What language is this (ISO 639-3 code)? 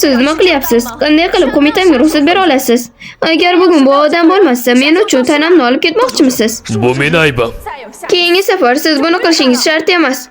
uzb